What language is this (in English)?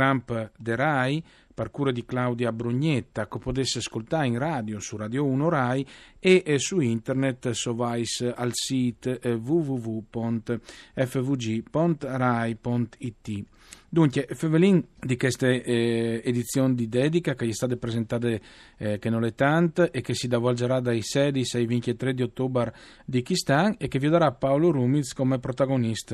Friulian